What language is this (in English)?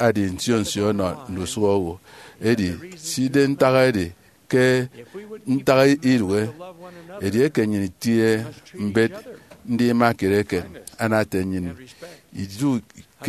Efik